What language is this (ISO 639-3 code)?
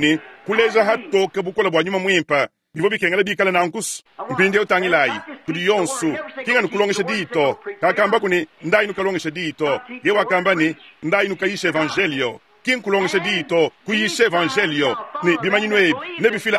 lua